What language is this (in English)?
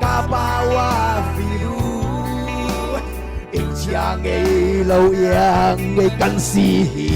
Falam Chin